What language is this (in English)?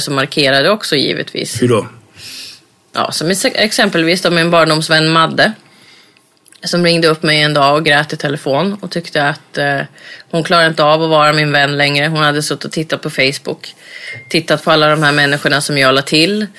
Swedish